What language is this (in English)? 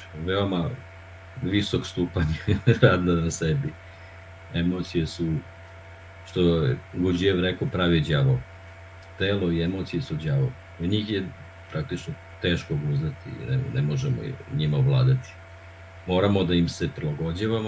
Serbian